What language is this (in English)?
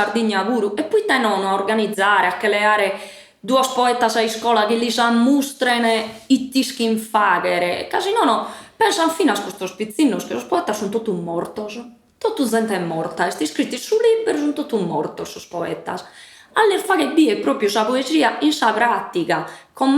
Sardinian